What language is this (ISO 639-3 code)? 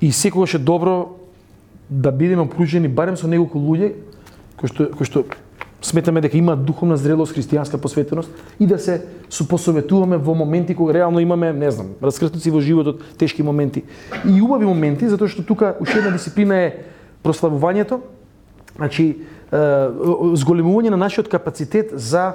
mkd